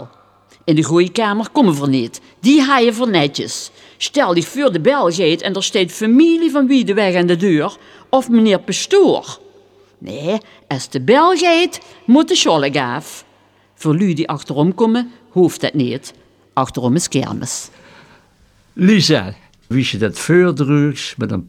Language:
Dutch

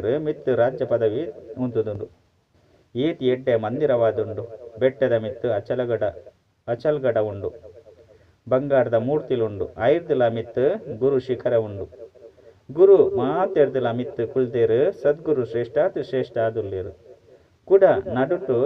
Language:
Tulu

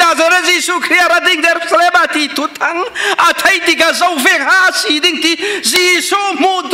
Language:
Falam Chin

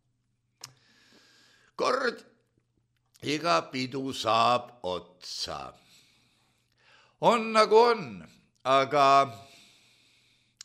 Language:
Estonian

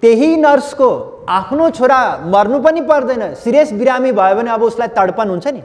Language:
Nepali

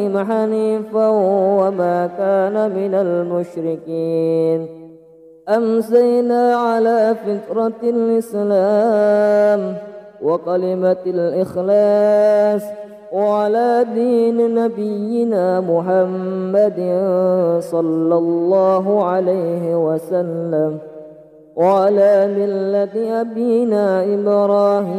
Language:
Arabic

